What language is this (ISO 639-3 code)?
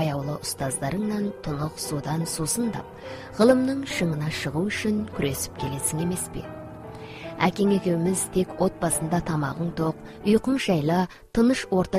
kaz